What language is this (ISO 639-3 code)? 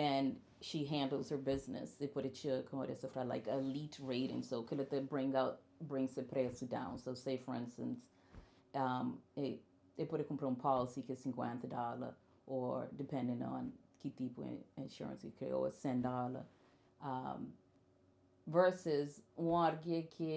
kea